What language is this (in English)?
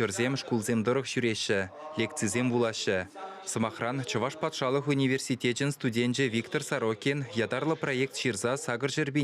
Chuvash